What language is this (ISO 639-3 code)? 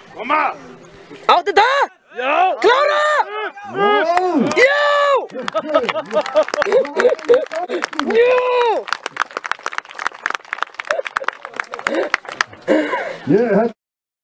isl